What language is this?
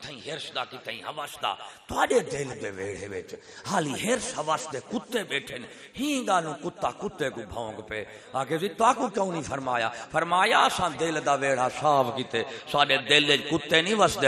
Saraiki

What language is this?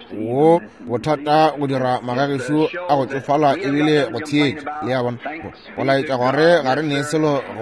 Northern Sotho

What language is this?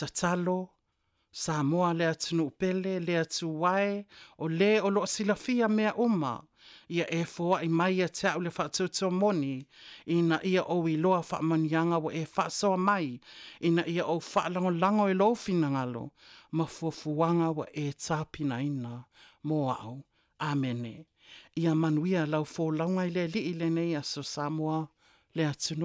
Samoan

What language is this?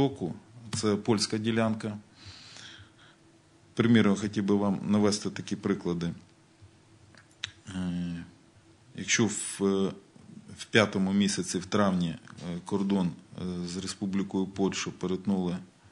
Ukrainian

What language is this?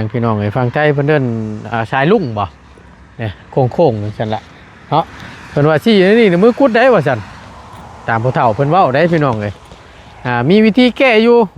Northeastern Thai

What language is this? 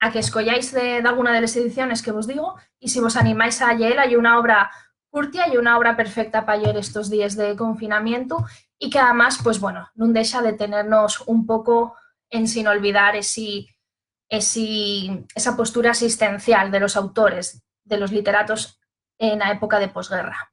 Asturian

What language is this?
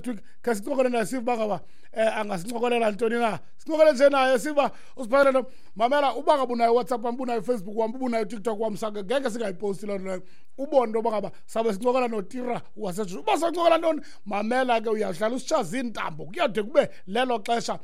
Xhosa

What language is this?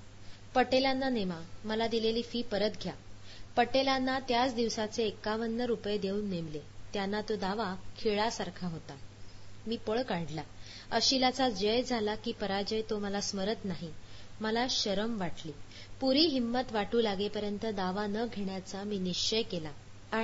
Marathi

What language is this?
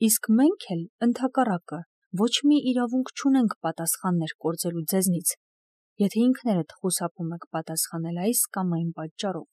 Armenian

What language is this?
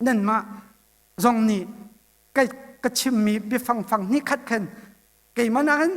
Hakha Chin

